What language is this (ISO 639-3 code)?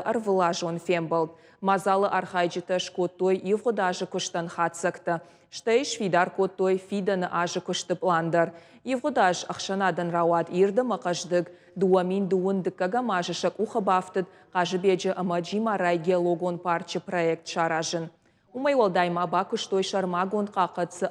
oss